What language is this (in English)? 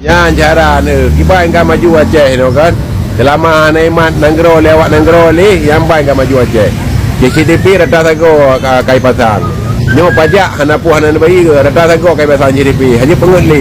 Achinese